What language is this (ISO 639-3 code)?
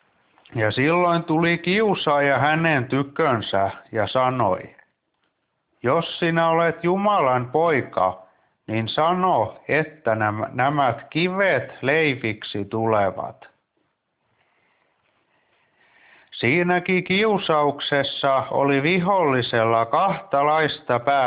fin